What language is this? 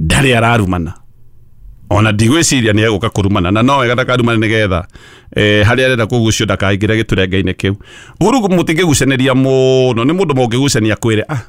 Kikuyu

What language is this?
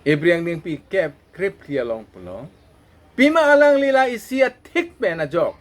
Karbi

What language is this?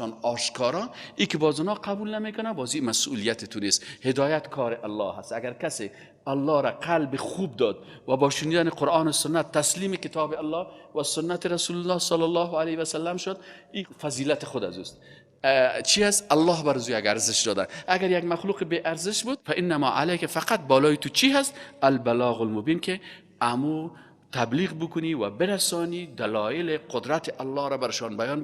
Persian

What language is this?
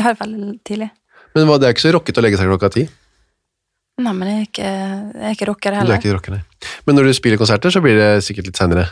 Norwegian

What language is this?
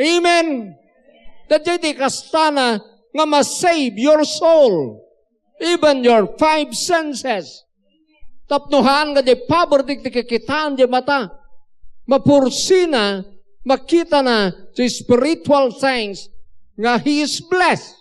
Iloko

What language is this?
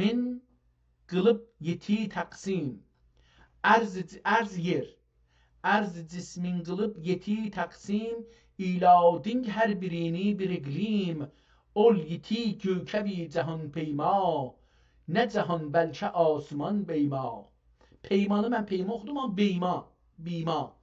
South Azerbaijani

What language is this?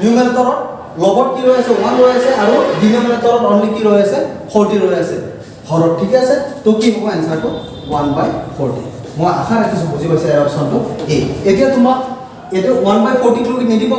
Assamese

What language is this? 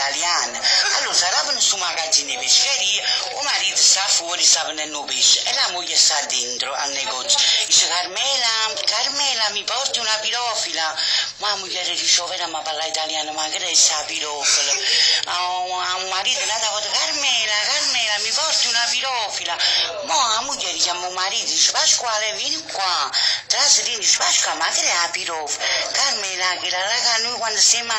Neapolitan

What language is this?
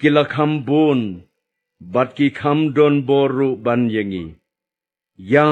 Khasi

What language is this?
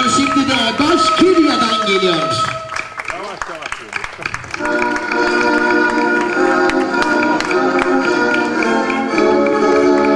Turkish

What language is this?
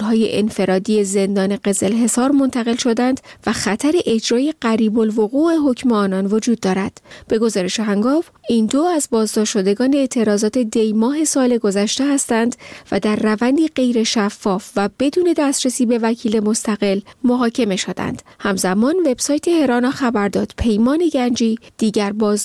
Persian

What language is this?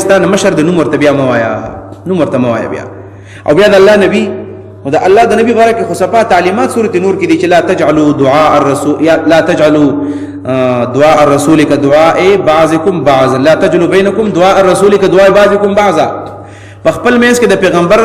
Pashto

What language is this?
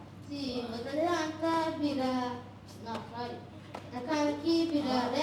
Papiamento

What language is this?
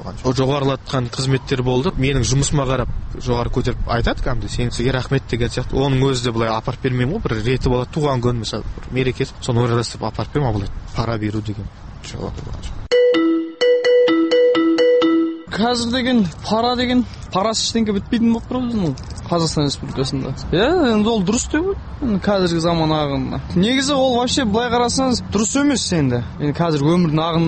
Kazakh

